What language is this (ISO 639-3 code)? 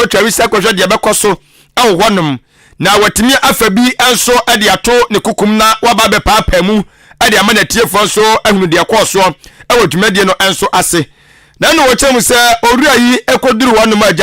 aka